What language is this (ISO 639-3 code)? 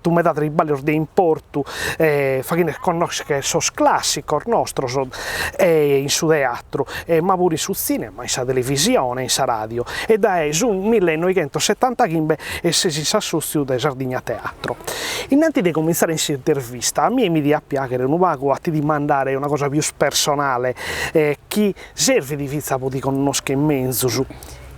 srd